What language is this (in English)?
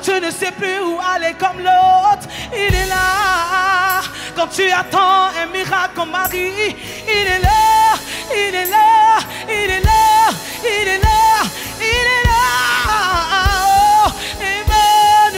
French